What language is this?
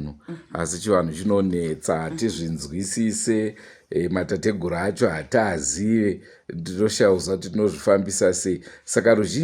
Shona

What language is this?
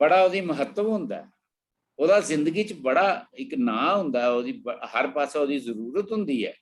Dogri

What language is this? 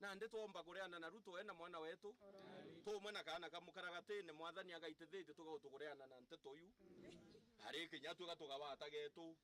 Meru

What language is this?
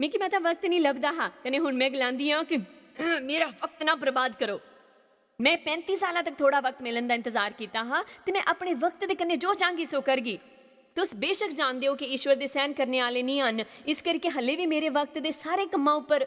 Dogri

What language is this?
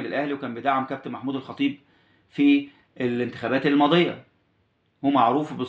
Egyptian Arabic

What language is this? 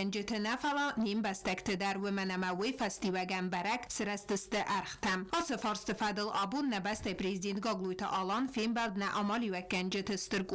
Ossetic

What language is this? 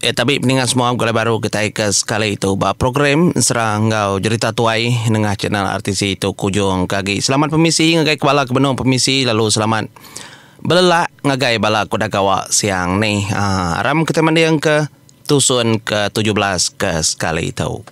Iban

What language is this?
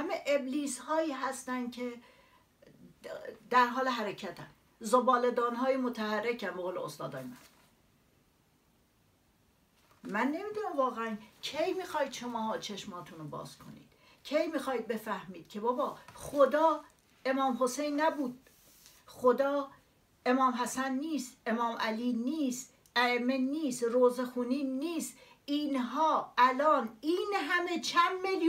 Persian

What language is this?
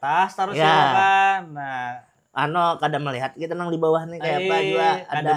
Banjar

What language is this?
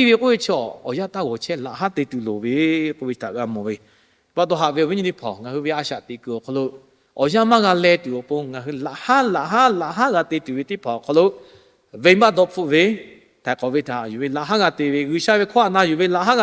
Lahu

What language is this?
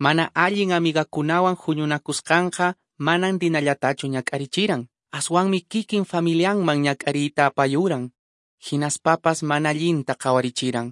Quechua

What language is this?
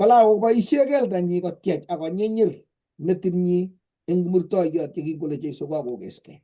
Kalenjin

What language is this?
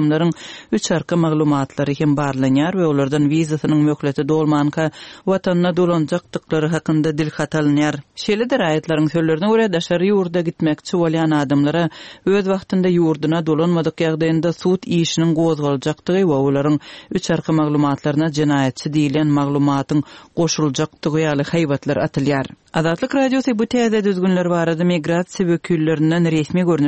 Turkmen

